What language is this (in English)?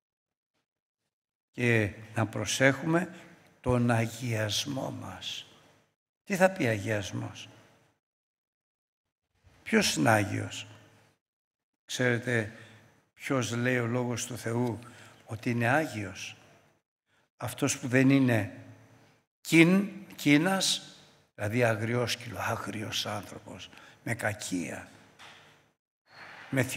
Greek